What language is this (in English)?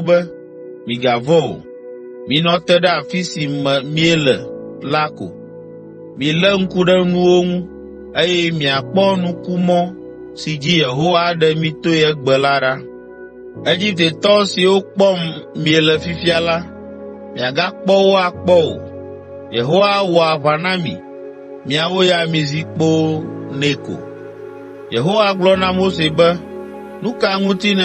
Ewe